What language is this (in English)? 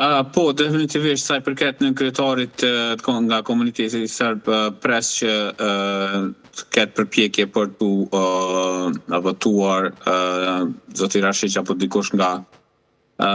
Albanian